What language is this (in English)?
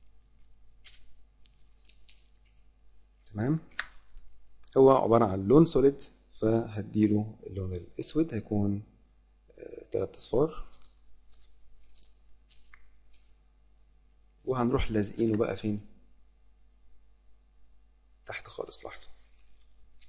Egyptian Arabic